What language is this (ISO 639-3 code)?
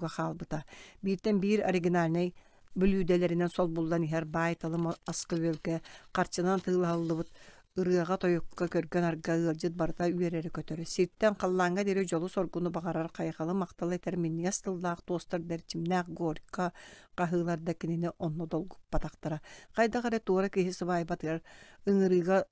sah